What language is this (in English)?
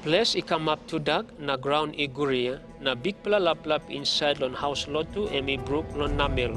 Tok Pisin